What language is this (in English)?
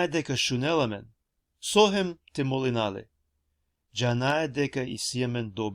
Balkan Romani